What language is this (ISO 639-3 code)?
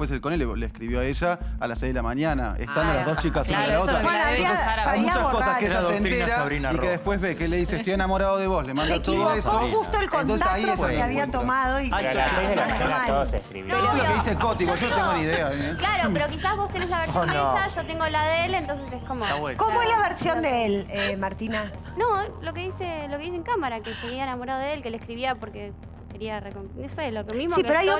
spa